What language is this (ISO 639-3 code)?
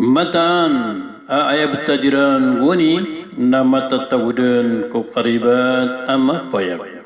mrw